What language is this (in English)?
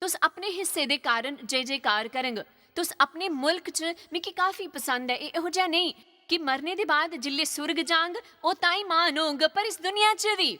Dogri